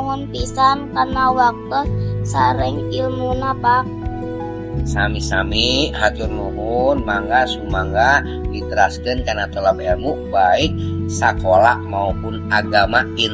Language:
Sundanese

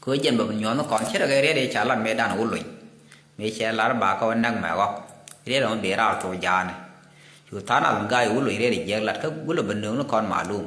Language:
Nuer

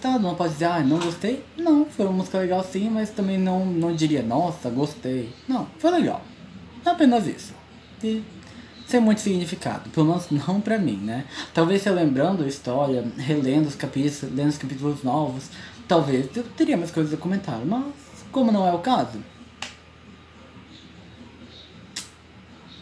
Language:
Portuguese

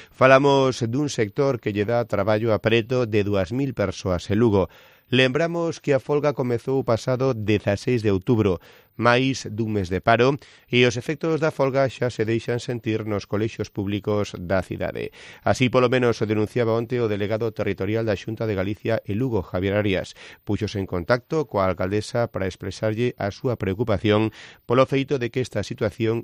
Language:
Galician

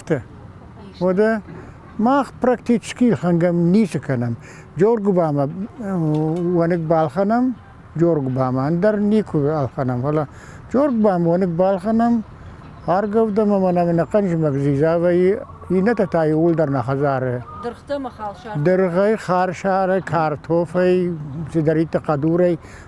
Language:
Ossetic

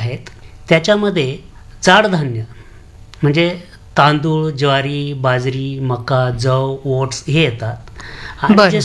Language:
Marathi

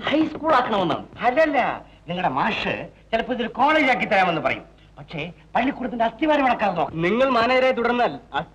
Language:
Malayalam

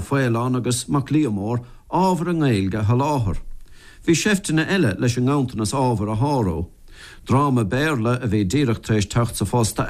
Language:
Irish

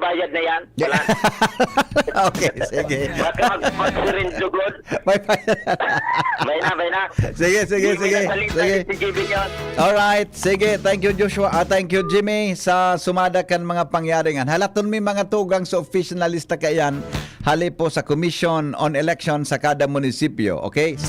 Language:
Bikol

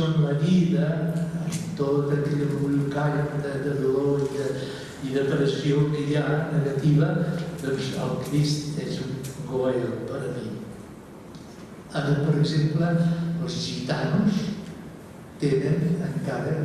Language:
Catalan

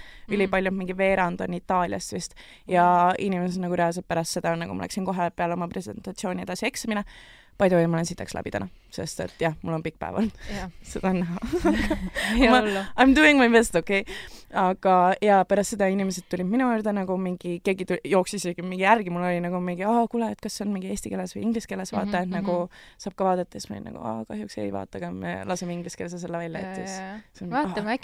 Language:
Estonian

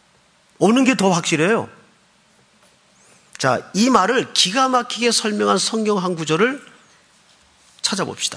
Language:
Korean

